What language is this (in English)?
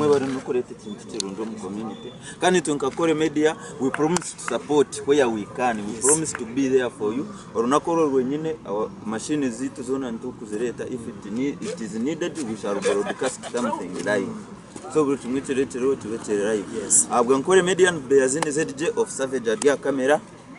Nyankole